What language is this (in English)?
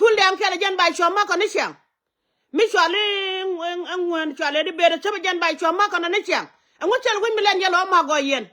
Nuer